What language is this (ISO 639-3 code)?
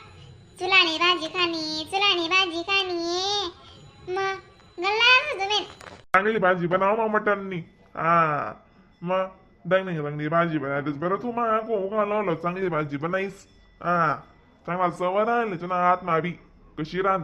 khn